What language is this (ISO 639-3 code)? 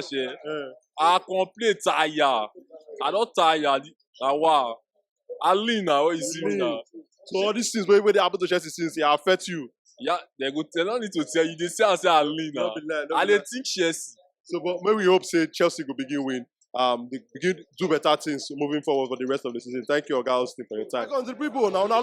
pcm